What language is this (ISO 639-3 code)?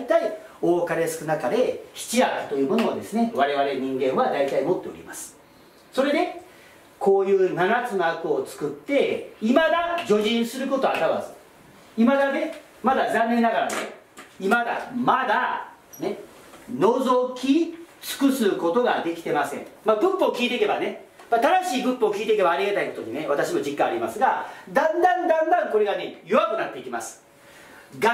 jpn